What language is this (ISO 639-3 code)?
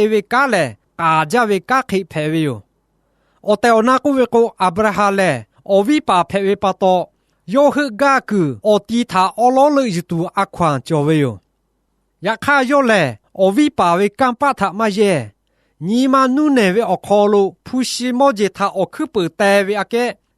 lhu